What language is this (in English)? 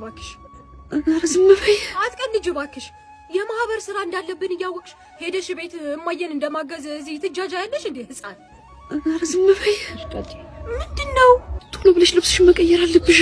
Amharic